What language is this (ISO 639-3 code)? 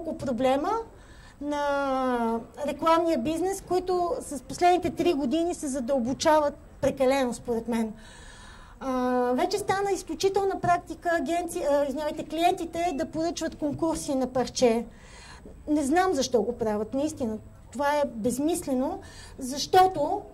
bul